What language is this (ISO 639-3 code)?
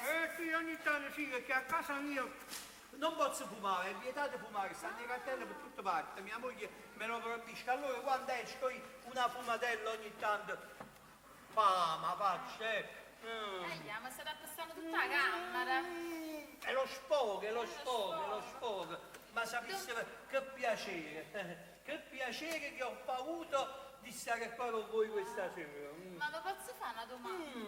nap